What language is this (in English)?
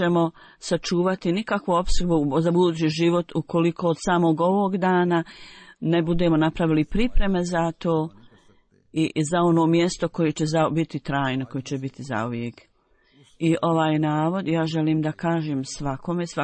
Bosnian